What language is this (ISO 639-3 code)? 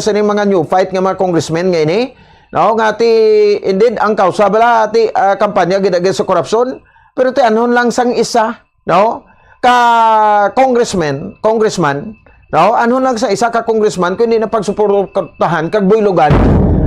hil